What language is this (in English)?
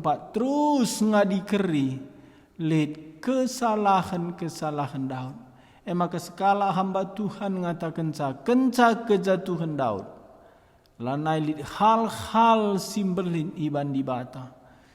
Batak Karo